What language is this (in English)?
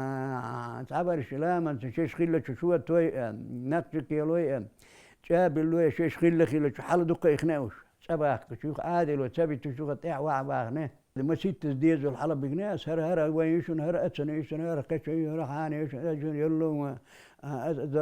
Chechen